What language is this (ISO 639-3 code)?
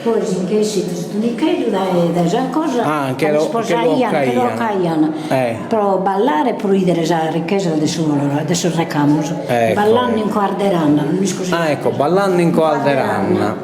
srd